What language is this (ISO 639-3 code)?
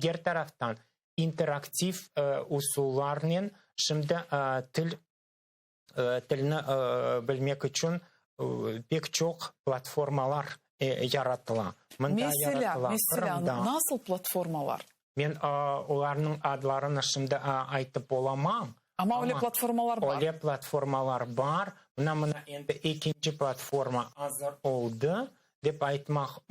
crh